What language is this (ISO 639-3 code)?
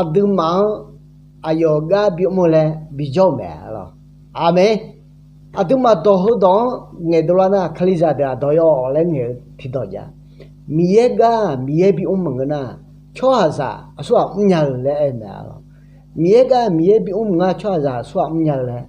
ahk